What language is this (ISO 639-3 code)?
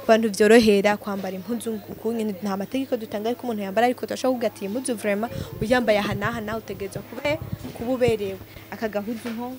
run